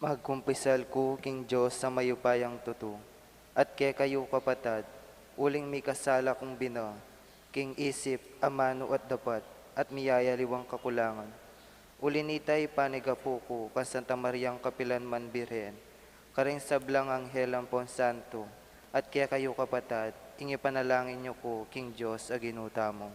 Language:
Pampanga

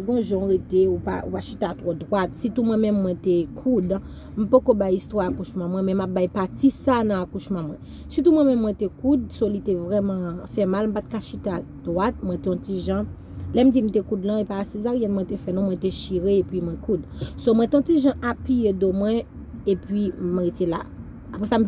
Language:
Haitian Creole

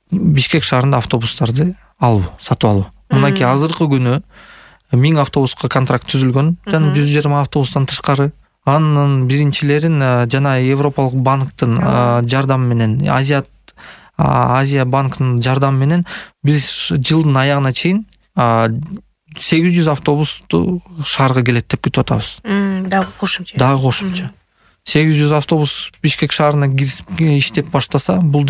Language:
Kyrgyz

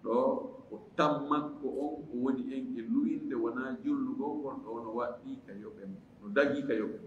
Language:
Fula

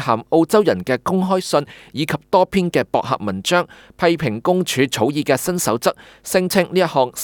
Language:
Cantonese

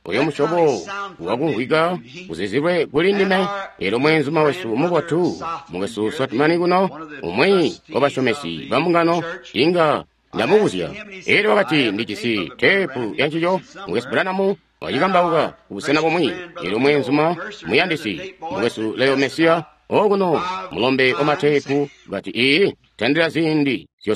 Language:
Tonga (Zambia)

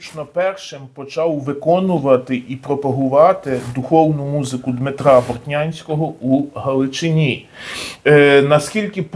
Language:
Ukrainian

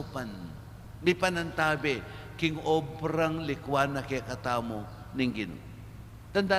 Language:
Pampanga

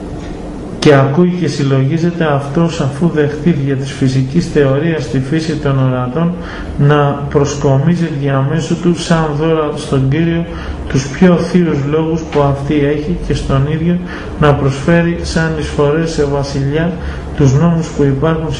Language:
Greek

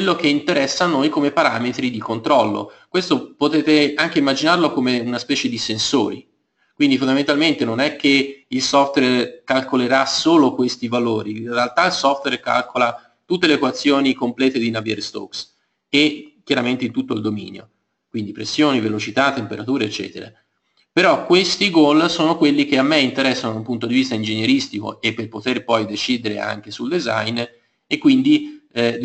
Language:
Italian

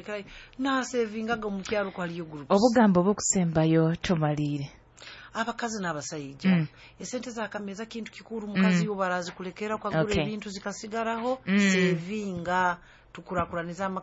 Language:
Nyoro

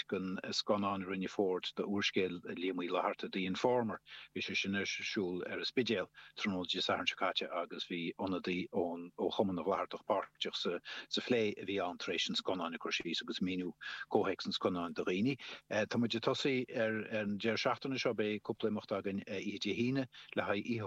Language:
Irish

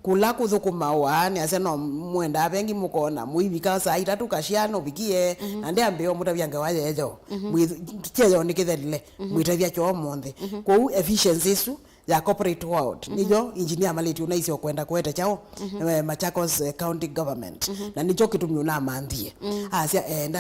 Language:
Kamba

